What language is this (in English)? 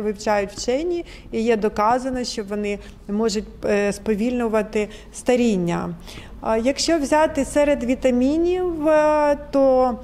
Ukrainian